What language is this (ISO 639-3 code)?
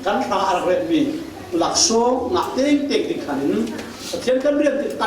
cfm